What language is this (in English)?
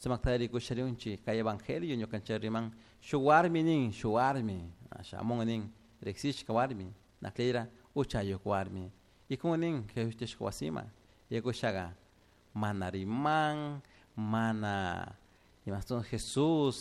Chimborazo Highland Quichua